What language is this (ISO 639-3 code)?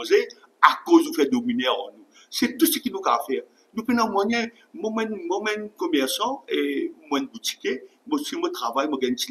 mfe